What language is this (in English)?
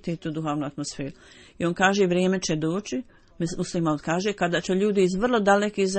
Bosnian